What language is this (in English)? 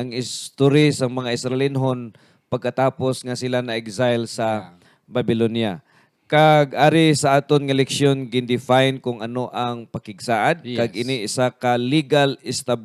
Hiligaynon